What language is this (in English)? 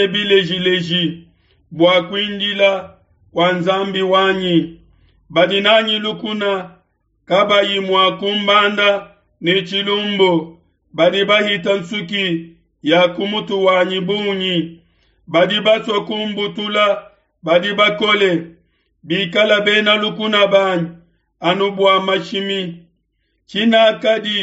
Luba-Lulua